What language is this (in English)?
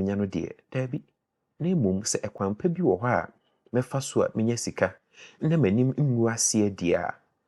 Akan